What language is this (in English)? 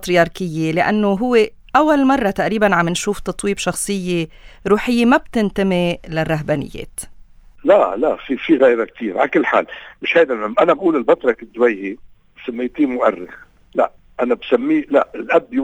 North Levantine Arabic